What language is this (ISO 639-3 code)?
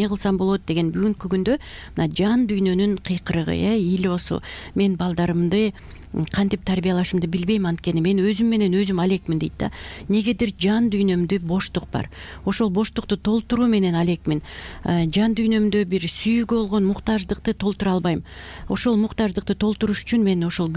kir